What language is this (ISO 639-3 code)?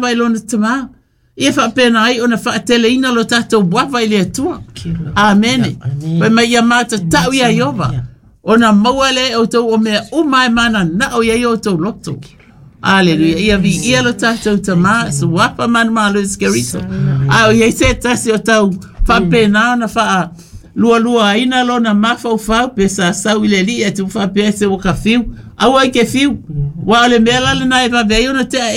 smo